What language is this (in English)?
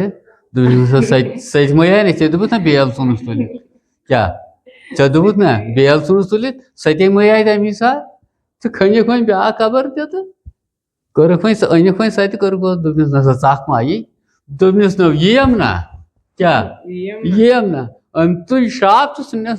Kashmiri